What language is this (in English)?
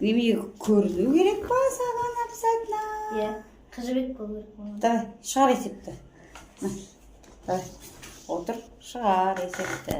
Kazakh